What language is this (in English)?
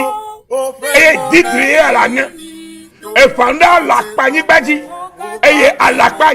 Ewe